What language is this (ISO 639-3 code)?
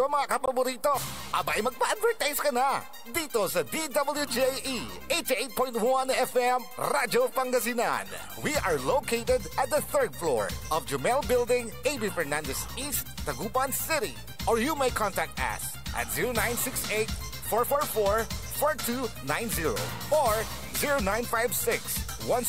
pag